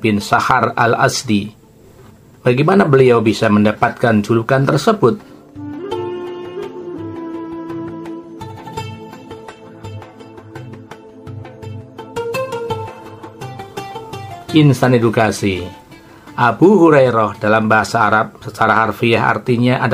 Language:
Indonesian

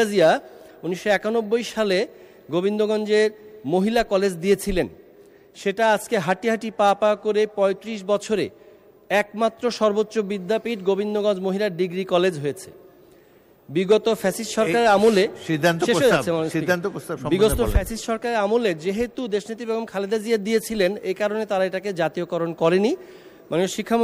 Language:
Bangla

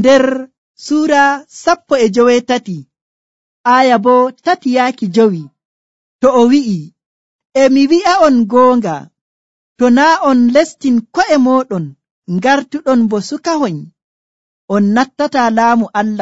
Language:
Nigerian Fulfulde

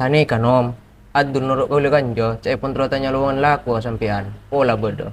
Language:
Madurese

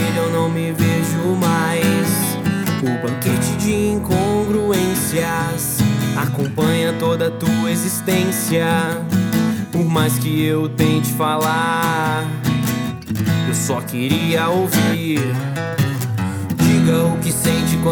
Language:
Portuguese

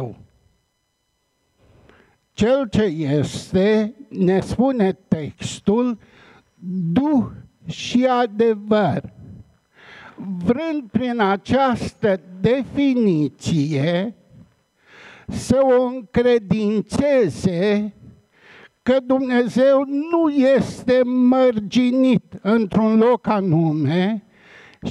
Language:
Romanian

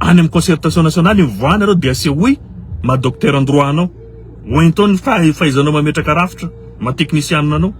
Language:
Malagasy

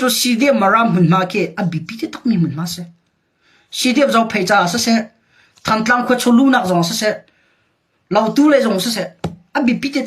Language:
Hakha Chin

